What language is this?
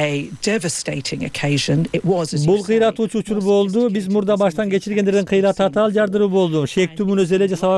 Kyrgyz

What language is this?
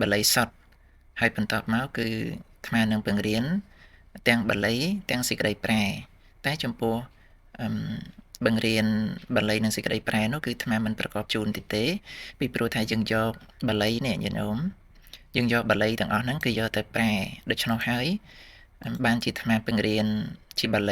Khmer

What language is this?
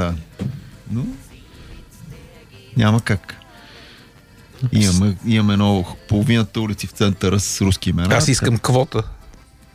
Bulgarian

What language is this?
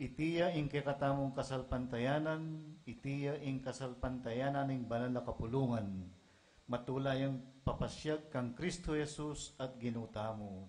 Pampanga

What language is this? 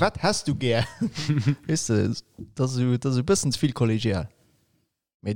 Luxembourgish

